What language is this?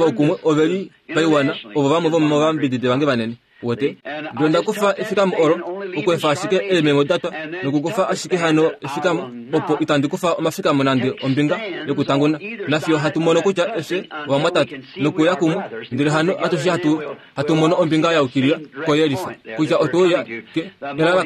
Kuanyama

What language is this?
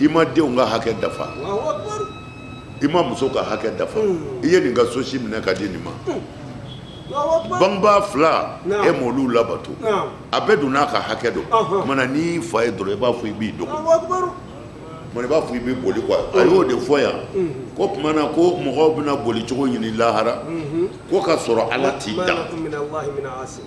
Bambara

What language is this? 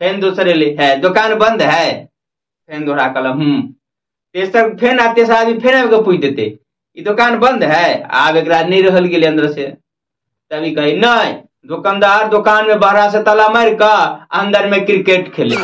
Maithili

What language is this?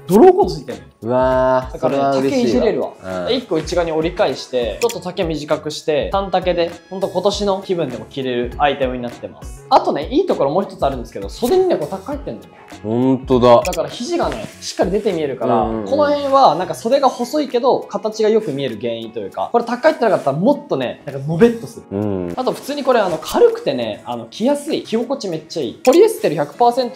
Japanese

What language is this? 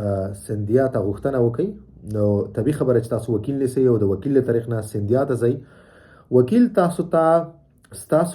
Pashto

